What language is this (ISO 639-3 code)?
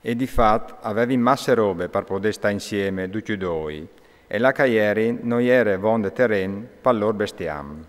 fur